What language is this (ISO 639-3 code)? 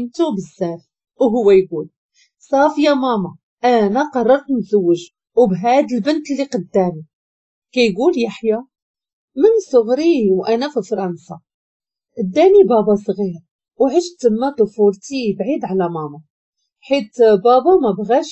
ary